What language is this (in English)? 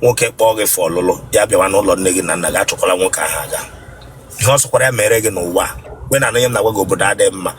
Igbo